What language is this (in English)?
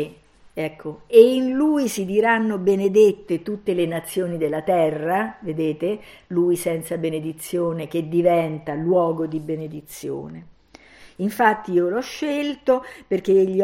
Italian